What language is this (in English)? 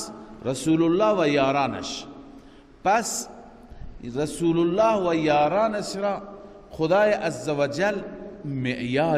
Persian